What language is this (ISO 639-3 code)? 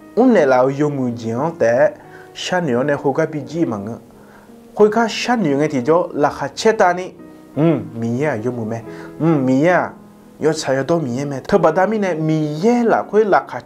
ahk